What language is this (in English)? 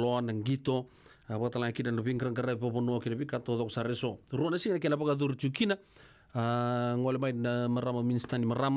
Fijian